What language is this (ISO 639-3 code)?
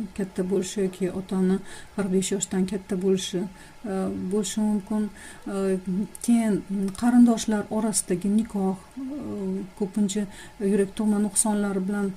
uzb